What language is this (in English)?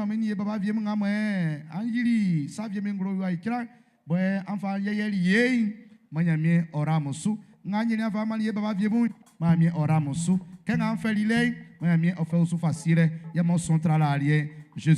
Baoulé